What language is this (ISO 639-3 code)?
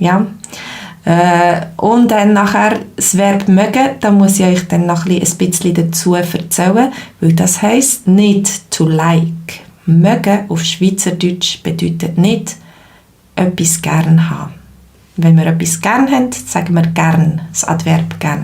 gsw